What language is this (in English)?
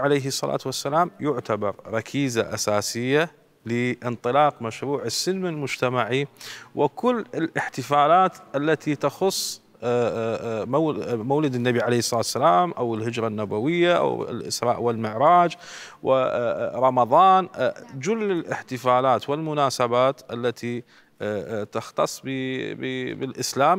Mesopotamian Arabic